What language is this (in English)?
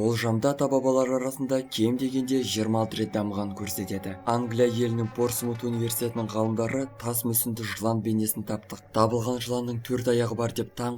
Kazakh